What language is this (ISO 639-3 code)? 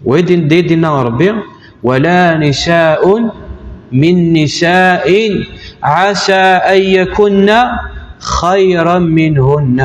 kab